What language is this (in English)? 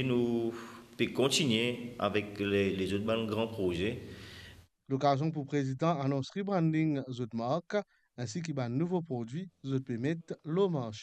Morisyen